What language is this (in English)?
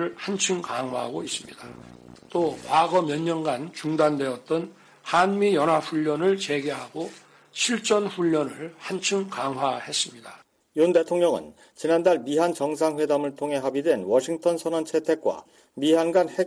Korean